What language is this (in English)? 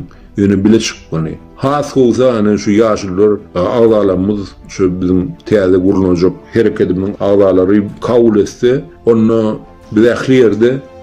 Turkmen